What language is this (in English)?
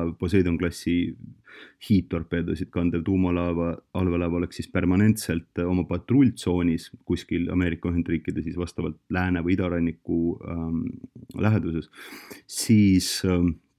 Estonian